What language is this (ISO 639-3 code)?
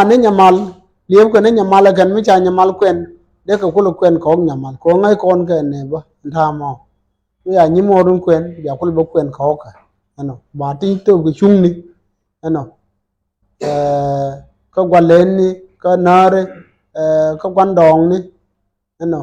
nus